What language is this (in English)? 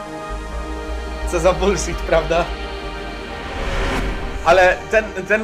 Polish